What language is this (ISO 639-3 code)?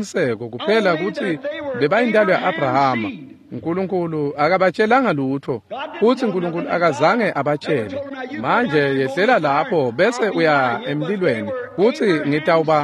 ssw